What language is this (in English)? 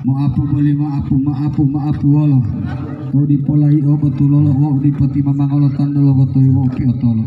Gorontalo